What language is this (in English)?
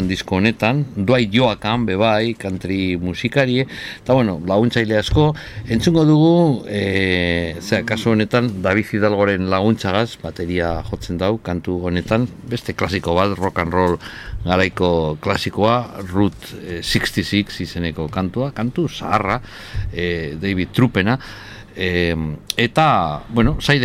Basque